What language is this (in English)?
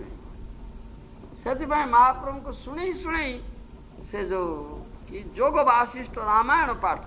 Odia